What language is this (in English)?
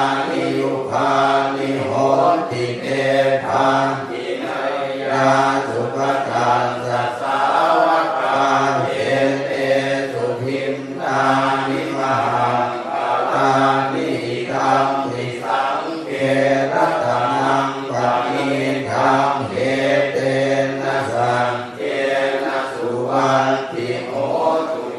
Pali